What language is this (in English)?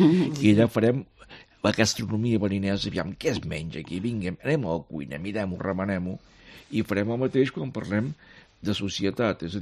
Catalan